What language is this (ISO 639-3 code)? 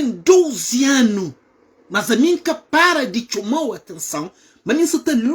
kea